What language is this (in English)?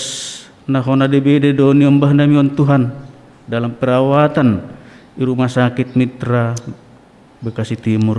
Batak Simalungun